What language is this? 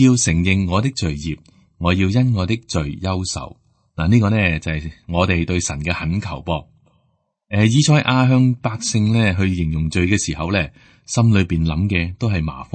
Cantonese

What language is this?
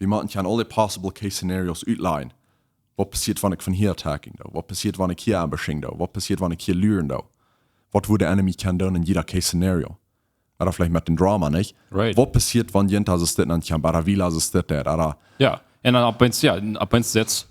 Plautdietsch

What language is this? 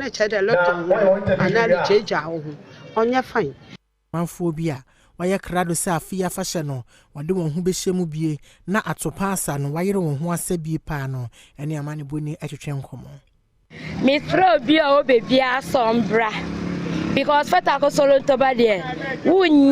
Akan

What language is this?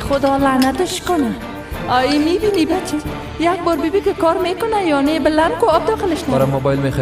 Persian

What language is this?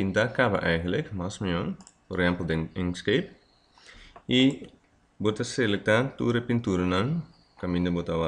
Papiamento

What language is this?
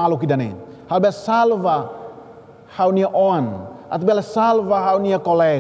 Tetum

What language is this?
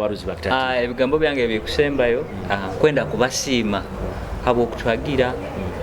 Nyoro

